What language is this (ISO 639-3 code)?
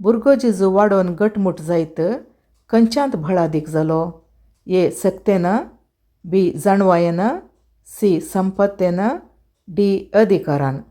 kok